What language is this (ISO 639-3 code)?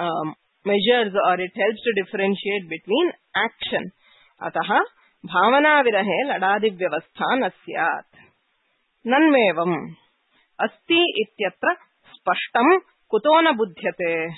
san